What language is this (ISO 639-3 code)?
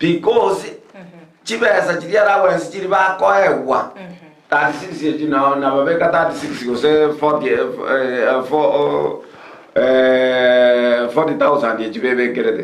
guz